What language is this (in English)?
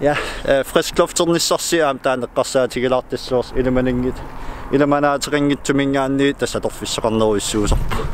Kalaallisut